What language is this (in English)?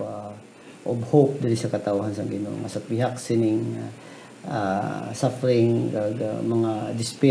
Hiligaynon